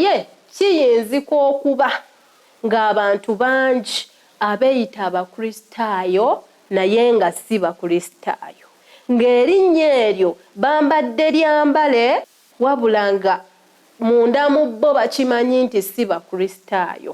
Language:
Ganda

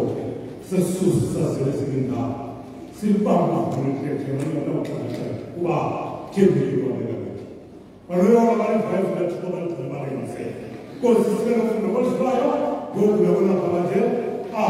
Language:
Xhosa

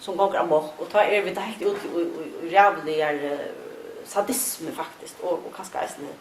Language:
Faroese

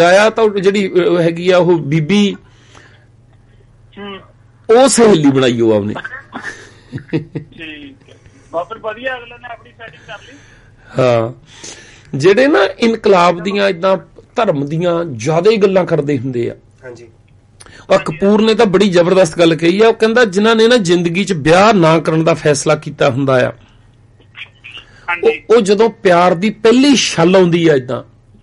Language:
Punjabi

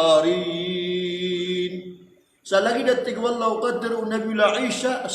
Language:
Maranao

